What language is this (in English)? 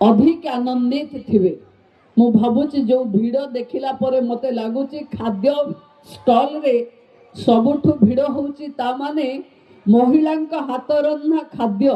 Odia